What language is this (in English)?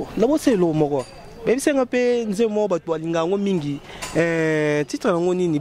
Lingala